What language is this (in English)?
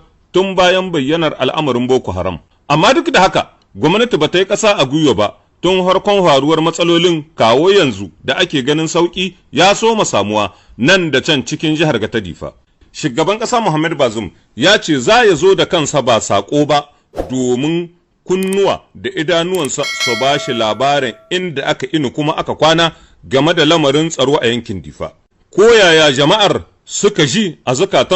Hausa